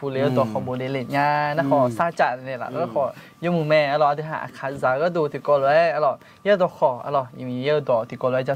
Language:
Akha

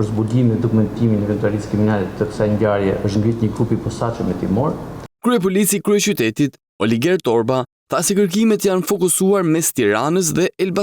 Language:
Albanian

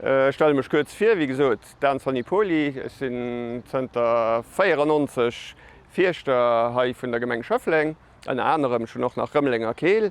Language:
Luxembourgish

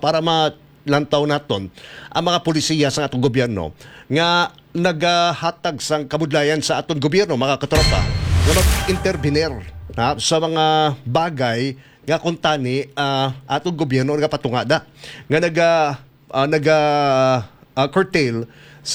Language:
Hiligaynon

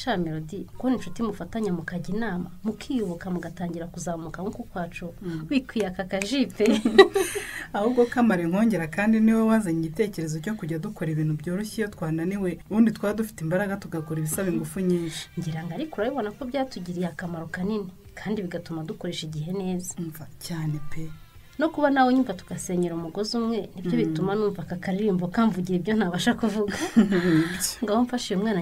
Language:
Kinyarwanda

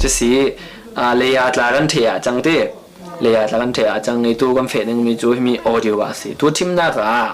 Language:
Falam Chin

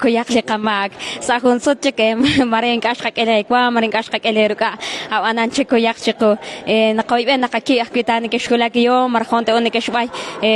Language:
Kekchí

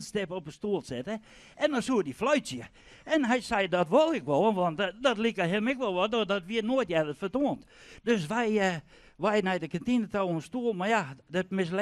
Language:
Western Frisian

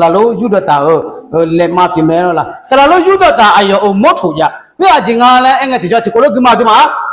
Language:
Akha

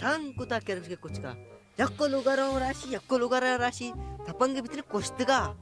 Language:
Baluchi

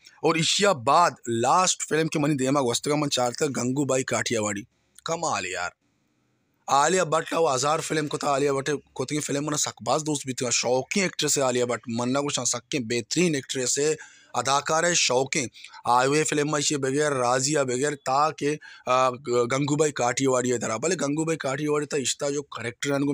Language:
Baluchi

